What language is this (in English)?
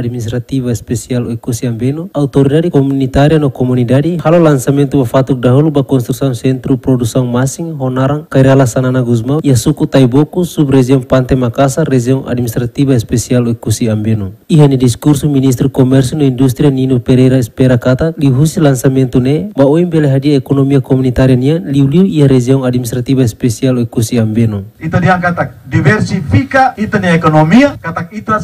Tetum